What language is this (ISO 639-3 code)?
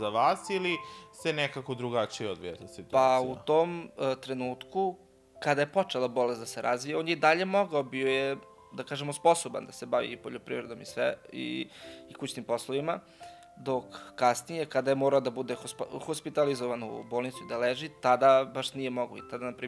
srp